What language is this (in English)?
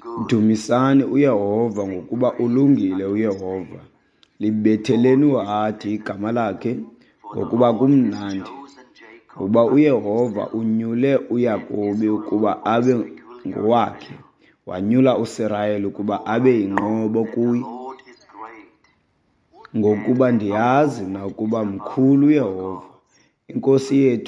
Xhosa